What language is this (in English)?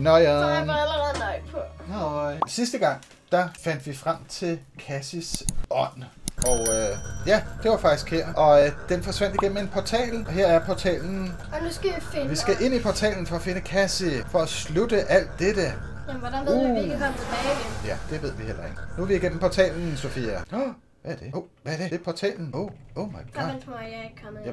Danish